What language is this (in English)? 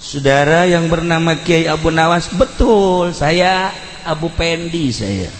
Sundanese